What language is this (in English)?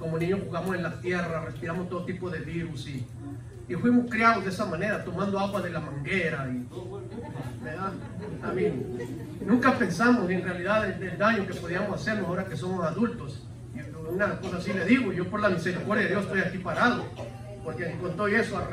Spanish